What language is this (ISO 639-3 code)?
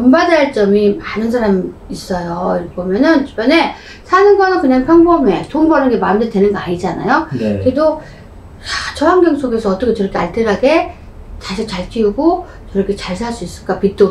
kor